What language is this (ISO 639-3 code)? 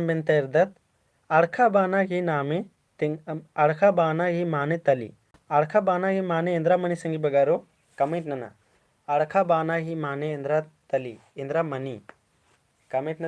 kru